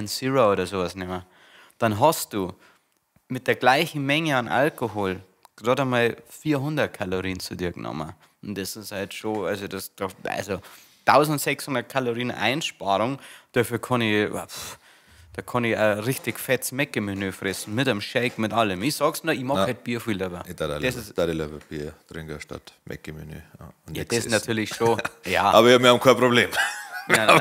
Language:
Bavarian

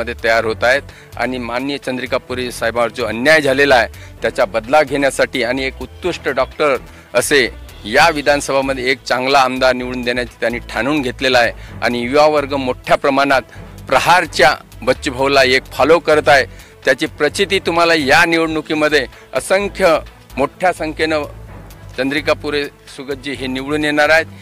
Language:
Marathi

